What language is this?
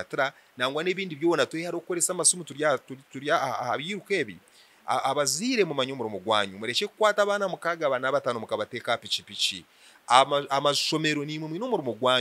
Nyankole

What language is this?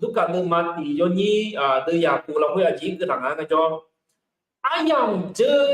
Akha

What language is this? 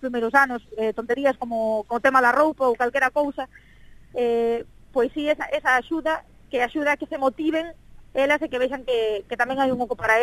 Galician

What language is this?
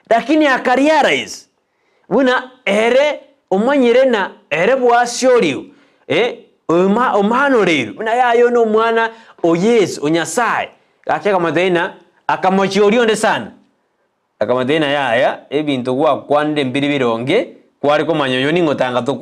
Gusii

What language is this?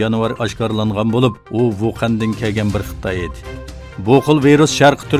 Uyghur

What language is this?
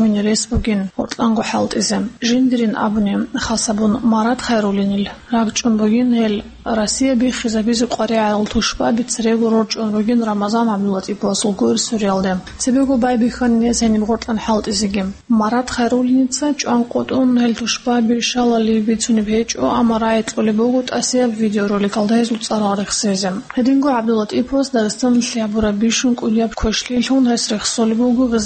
Avaric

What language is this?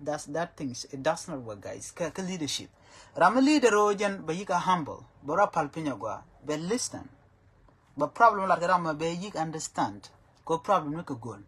Nuer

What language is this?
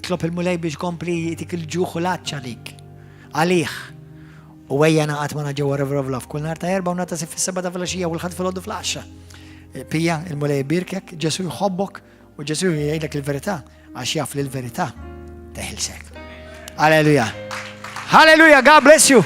Maltese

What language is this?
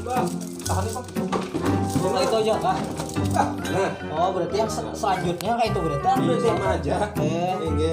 Banjar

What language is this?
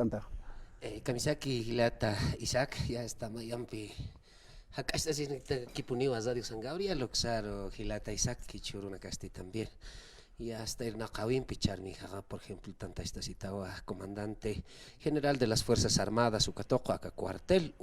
Aymara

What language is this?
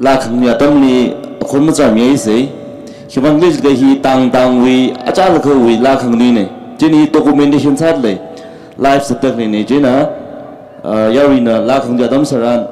Tangkhul Naga (India)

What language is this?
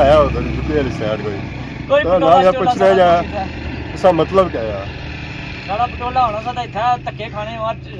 Pahari-Potwari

